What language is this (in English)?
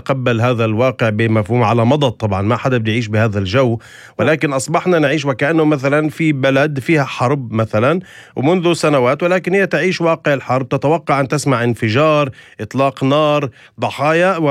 North Levantine Arabic